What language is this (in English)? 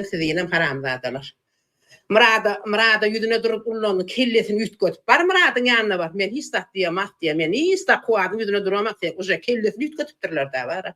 Turkmen